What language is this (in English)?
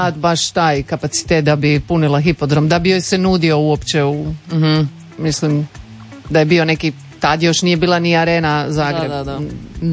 Croatian